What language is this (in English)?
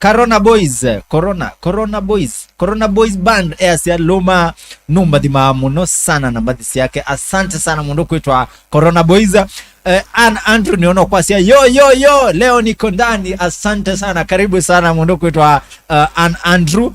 Kamba